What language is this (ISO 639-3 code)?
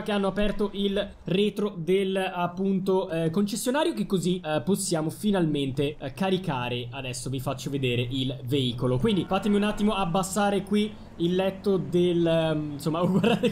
ita